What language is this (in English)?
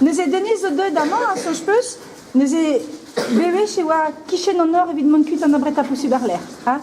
Breton